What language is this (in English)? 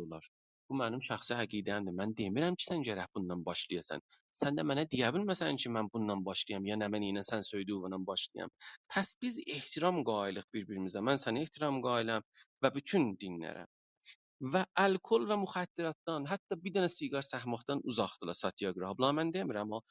South Azerbaijani